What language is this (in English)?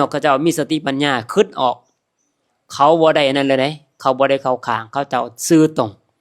Lao